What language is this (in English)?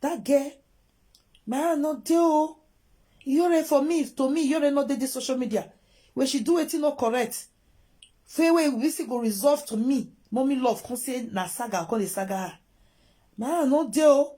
Nigerian Pidgin